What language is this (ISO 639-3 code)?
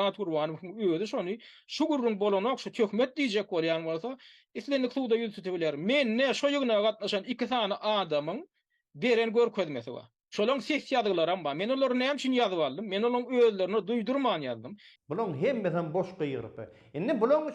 tuk